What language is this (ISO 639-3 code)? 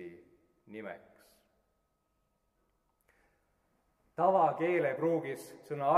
est